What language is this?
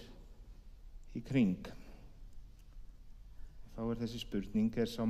Icelandic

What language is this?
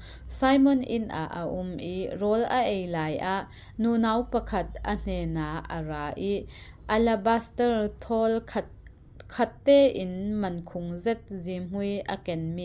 Falam Chin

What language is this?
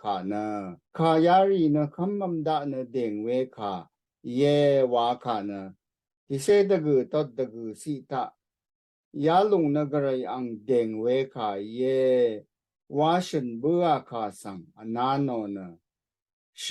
Rawang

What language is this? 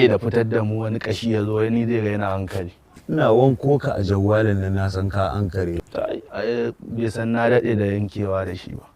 Hausa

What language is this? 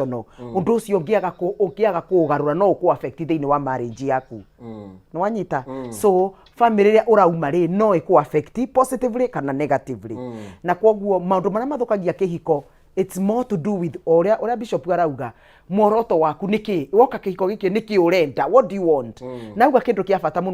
Kikuyu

